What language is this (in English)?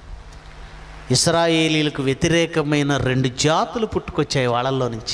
Telugu